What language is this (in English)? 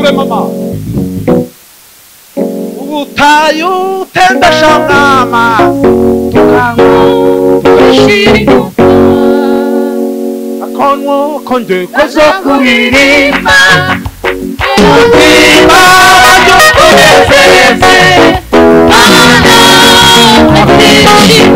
Kinyarwanda